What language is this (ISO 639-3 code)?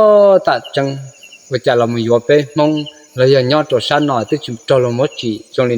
hmn